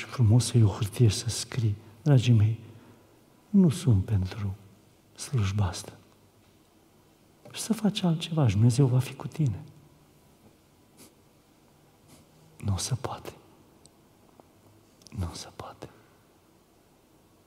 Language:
Romanian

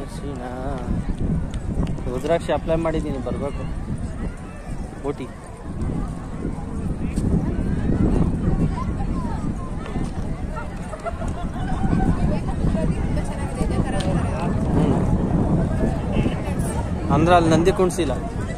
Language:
Kannada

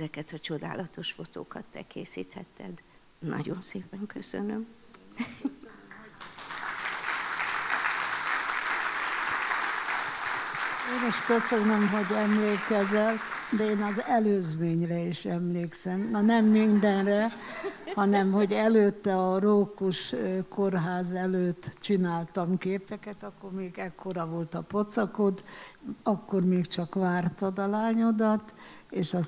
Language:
Hungarian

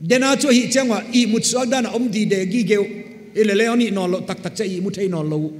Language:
Paite Chin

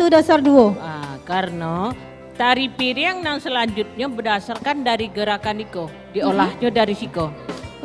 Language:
Minangkabau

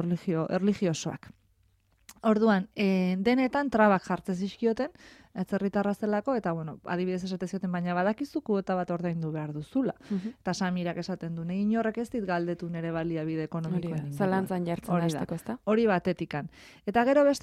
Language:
Basque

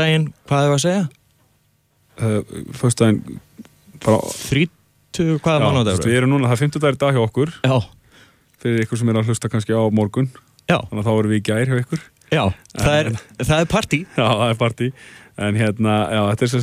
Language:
Icelandic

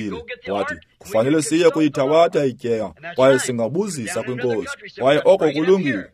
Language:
Xhosa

